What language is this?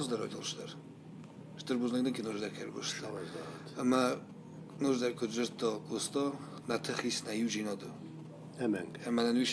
Ossetic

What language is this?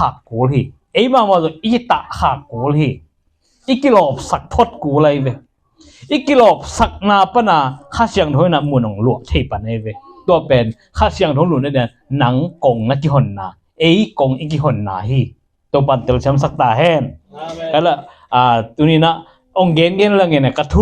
Tedim Chin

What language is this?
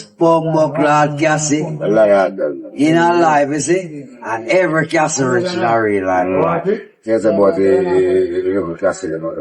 Jamaican Creole English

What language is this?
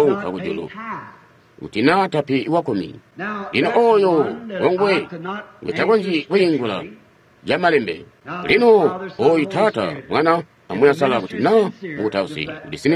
Tonga (Zambia)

